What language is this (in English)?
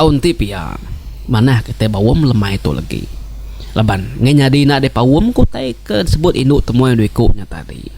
Iban